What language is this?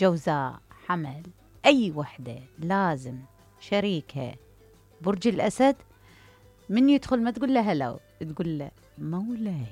Mesopotamian Arabic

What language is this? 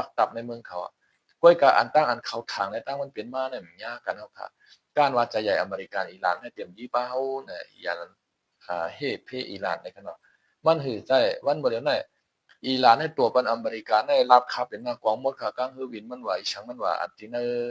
Shan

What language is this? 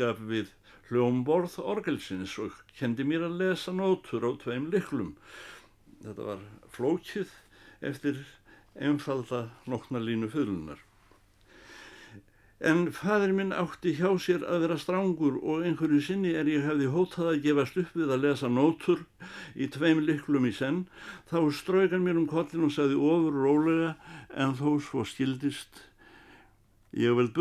Icelandic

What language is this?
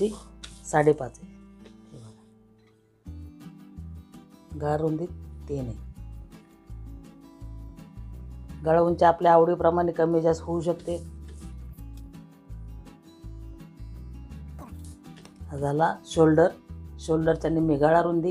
Marathi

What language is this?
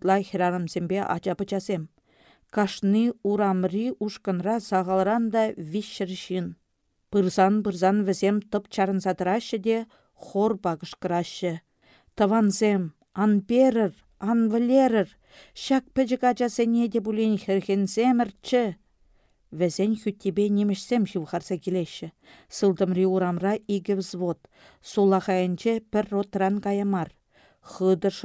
Chuvash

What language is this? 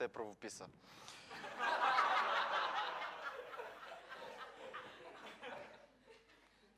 Bulgarian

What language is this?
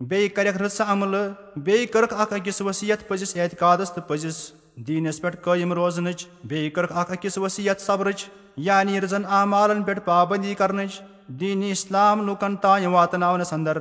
Kashmiri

